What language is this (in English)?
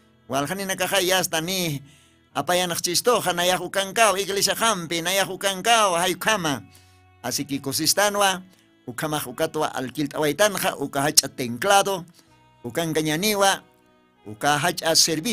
Aymara